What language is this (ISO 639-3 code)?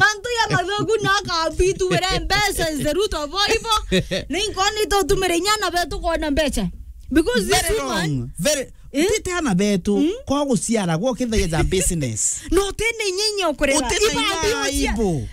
mer